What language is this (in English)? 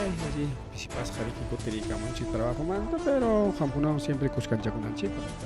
Ayacucho Quechua